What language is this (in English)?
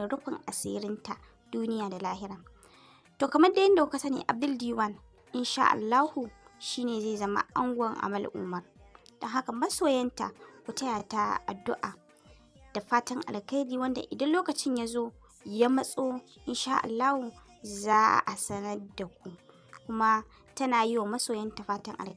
Hausa